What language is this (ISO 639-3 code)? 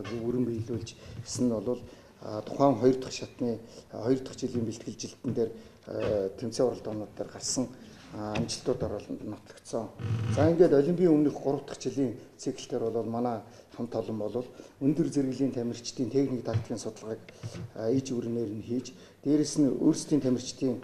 mon